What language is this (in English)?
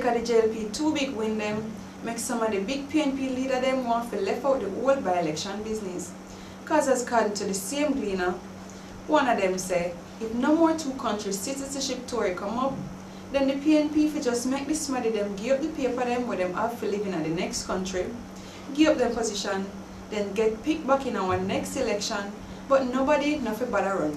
Jamaican Creole English